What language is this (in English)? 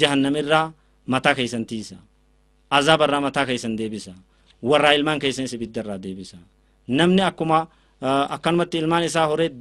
Oromo